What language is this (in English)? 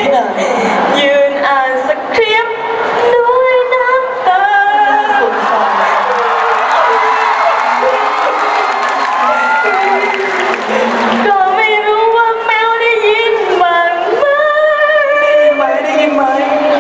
Thai